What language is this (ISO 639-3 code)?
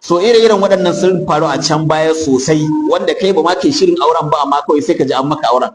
hau